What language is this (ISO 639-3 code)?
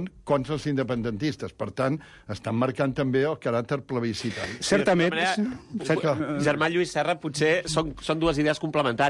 cat